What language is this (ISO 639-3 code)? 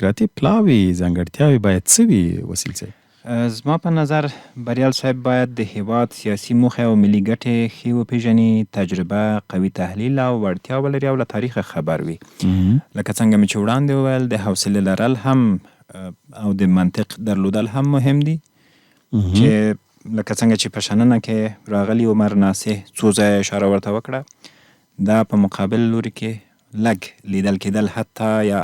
pus